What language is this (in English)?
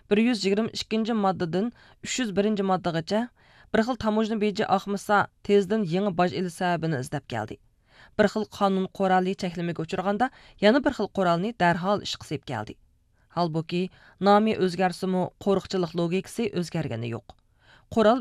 Uyghur